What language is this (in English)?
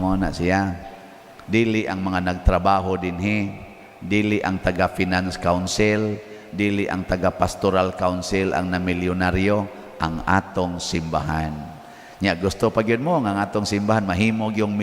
Cebuano